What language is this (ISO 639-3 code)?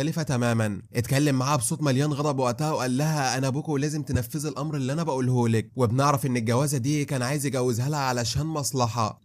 arz